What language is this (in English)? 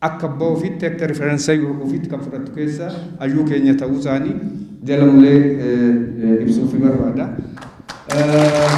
Oromo